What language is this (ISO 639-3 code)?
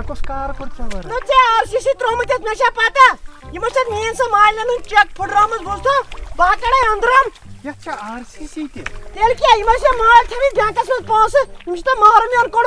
kas